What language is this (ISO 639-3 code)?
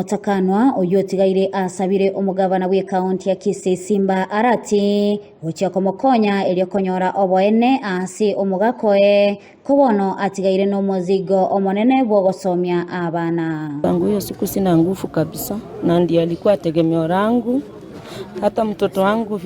guz